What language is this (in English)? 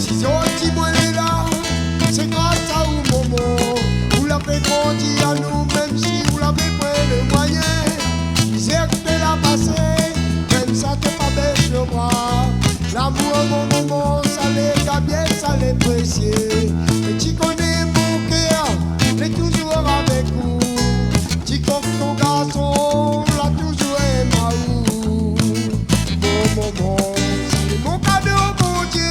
Réunion Creole French